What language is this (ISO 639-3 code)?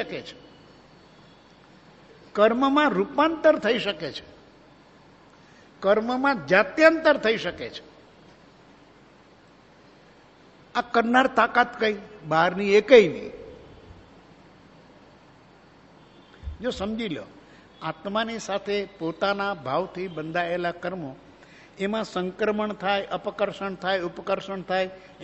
guj